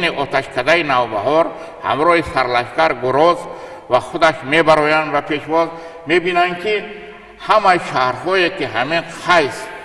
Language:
Tajik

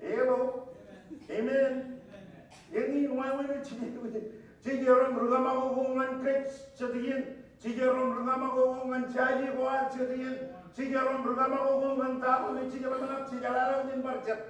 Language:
Marshallese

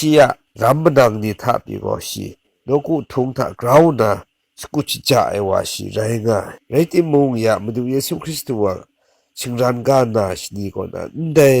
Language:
Kachin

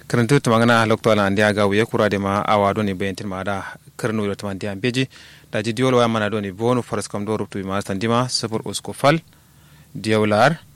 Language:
Kanuri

